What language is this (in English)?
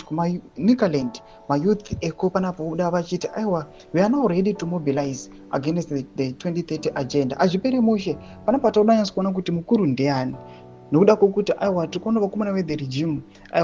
Shona